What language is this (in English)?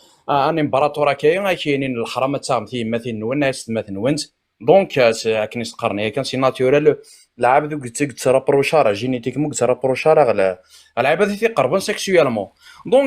Kabyle